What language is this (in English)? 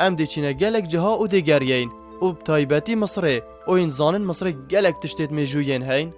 Kurdish